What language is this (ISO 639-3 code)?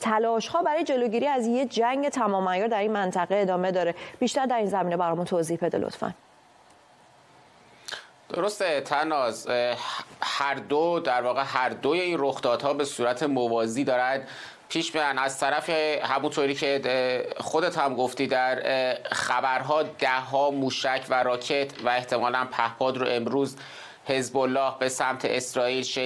fas